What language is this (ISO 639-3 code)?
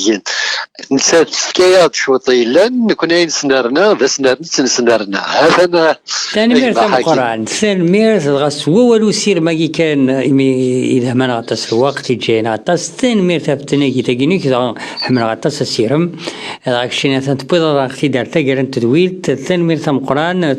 kab